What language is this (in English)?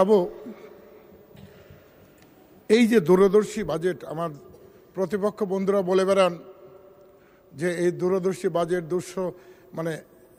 Bangla